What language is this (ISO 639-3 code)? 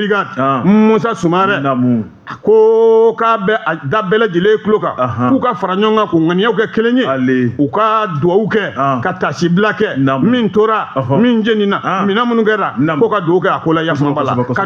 bam